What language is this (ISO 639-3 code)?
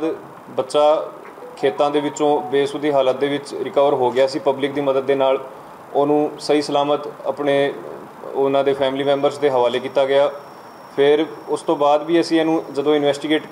pan